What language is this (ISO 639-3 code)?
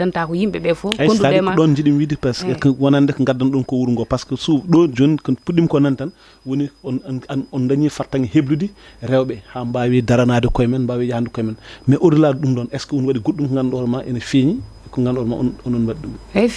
ful